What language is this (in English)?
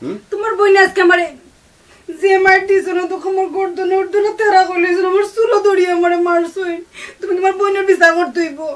Sylheti